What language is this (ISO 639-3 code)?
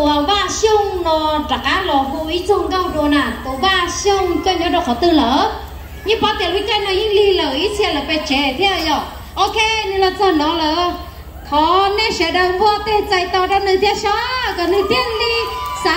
hmn